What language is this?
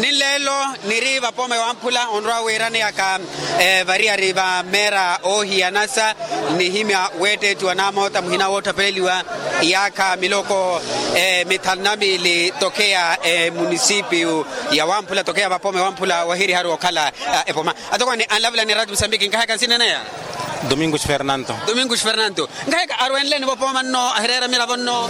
Makhuwa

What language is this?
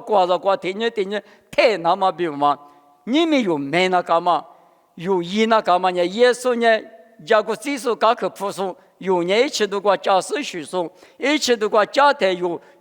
Lisu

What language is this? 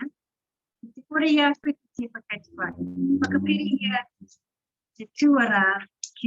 Māori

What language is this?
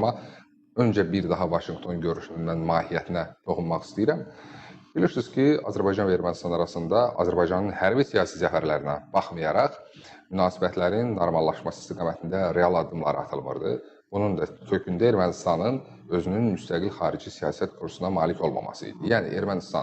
Azerbaijani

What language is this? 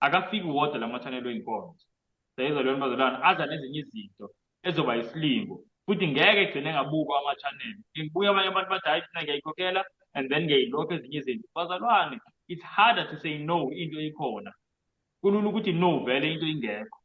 Zulu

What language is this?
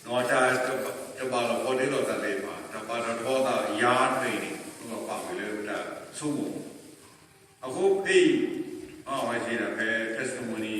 S'gaw Karen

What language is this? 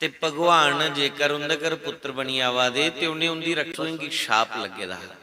Dogri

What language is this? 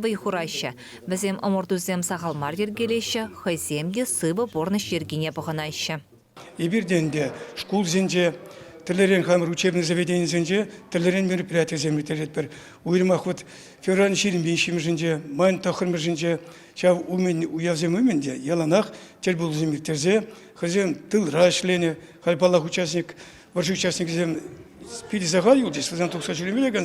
Chuvash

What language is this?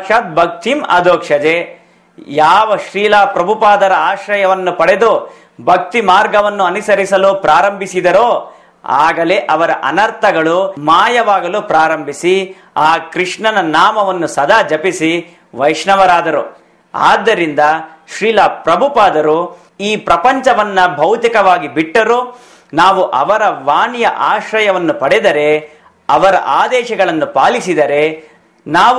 Kannada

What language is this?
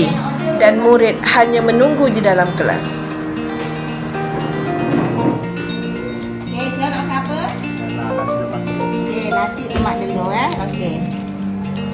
Malay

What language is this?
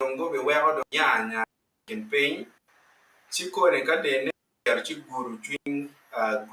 Acoli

